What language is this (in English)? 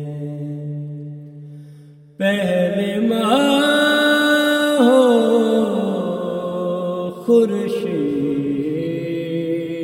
Urdu